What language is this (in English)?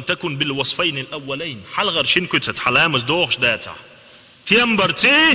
Chechen